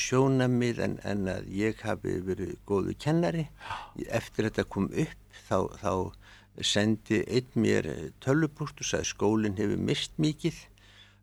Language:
Icelandic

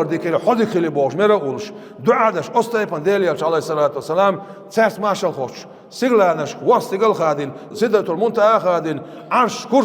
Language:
Chechen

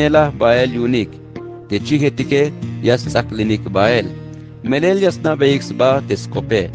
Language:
Tzeltal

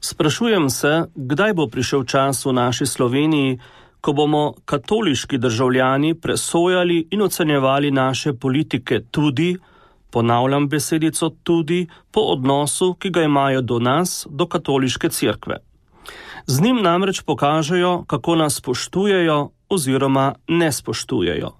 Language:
Slovenian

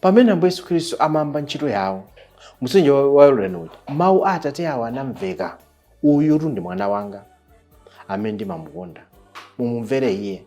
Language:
Nyanja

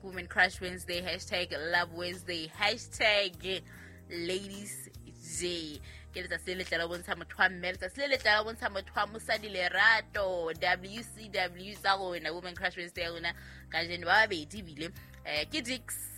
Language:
Southern Sotho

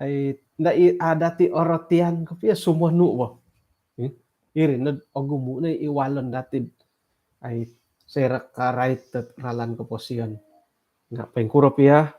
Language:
Central Dusun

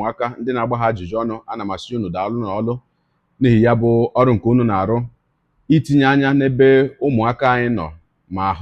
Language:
Igbo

